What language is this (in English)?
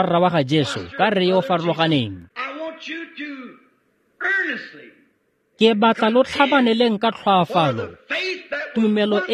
Tswana